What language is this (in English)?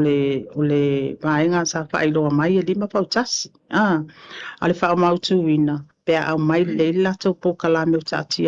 Samoan